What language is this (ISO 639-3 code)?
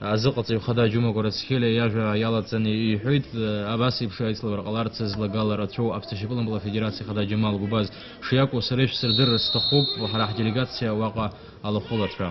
abk